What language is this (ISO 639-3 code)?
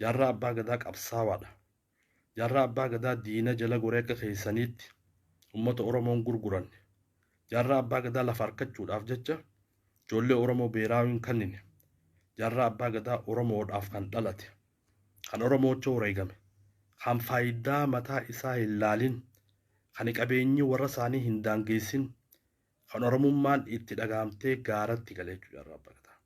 orm